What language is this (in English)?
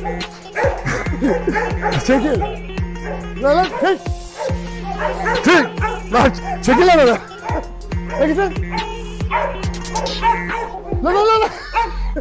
Turkish